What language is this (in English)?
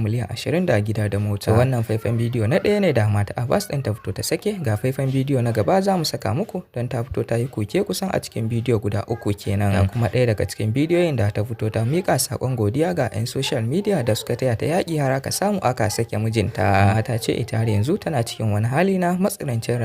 Hausa